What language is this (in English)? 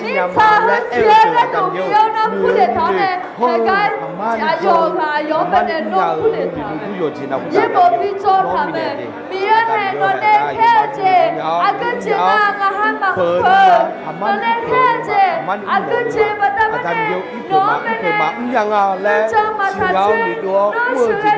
Akha